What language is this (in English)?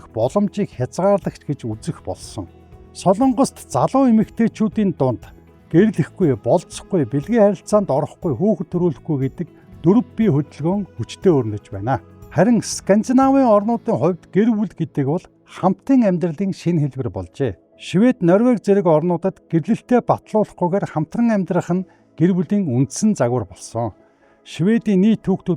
Mongolian